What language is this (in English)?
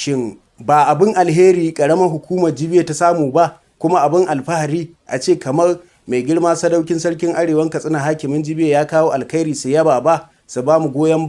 Hausa